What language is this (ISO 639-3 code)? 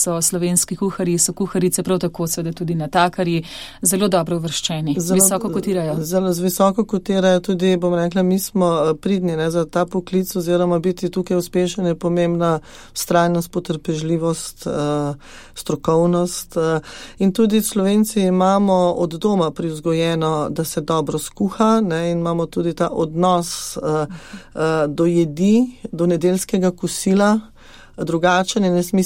slv